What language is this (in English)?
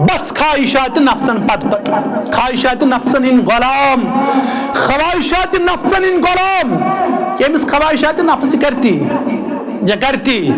Kashmiri